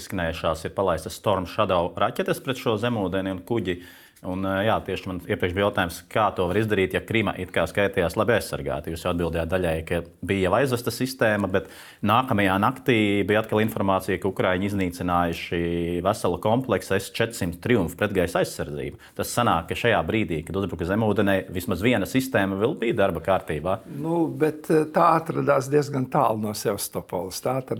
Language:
Latvian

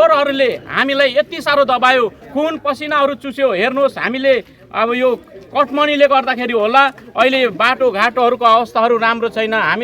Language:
Nepali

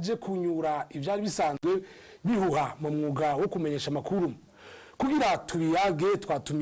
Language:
Rundi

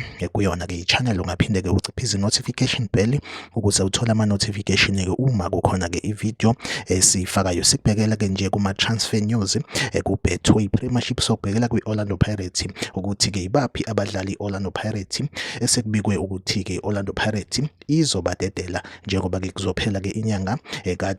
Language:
Zulu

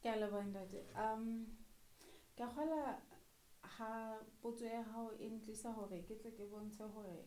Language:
Southern Sotho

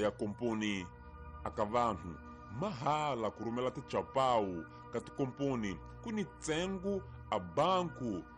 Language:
Tsonga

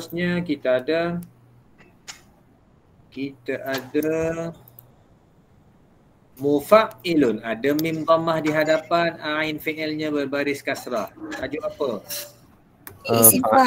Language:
Malay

